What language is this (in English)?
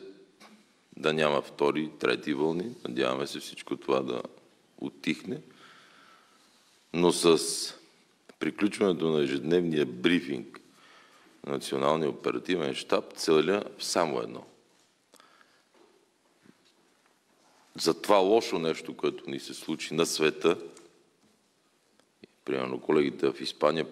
Bulgarian